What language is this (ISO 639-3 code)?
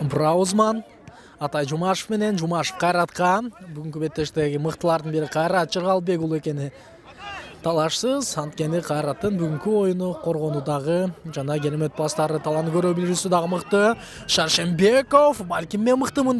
kir